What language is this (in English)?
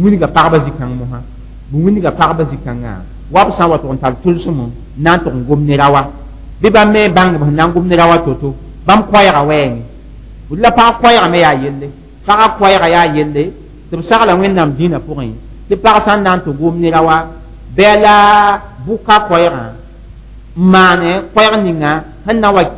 Mossi